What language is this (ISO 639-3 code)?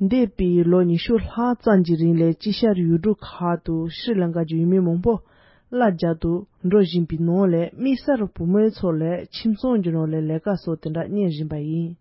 bod